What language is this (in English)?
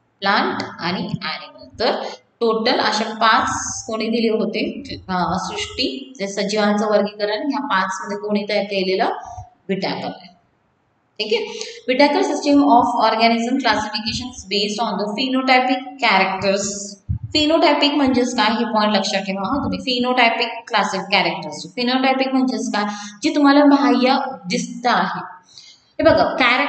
Marathi